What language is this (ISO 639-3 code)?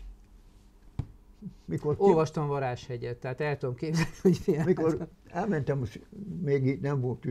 hun